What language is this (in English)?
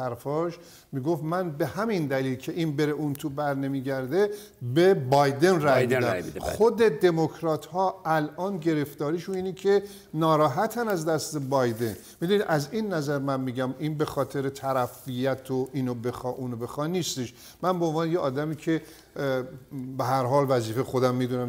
Persian